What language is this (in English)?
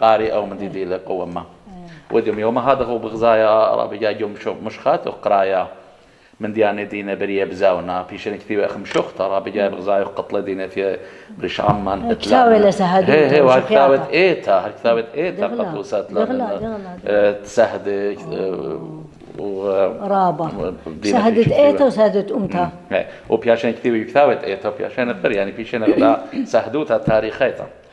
Assyrian Neo-Aramaic